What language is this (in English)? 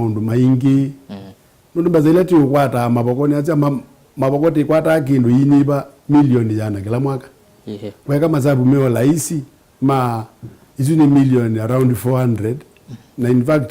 Kamba